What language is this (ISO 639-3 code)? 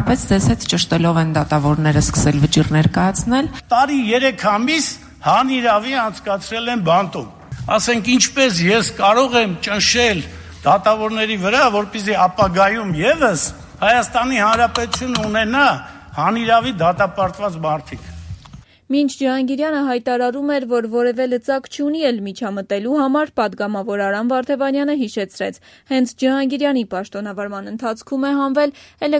hye